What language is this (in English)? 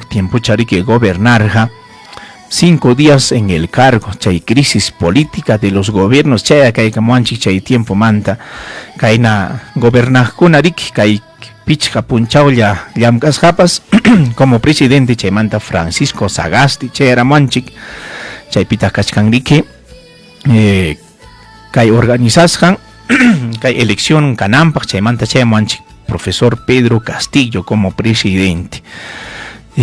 Ayacucho Quechua